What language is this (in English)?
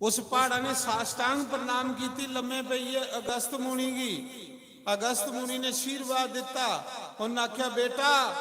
Dogri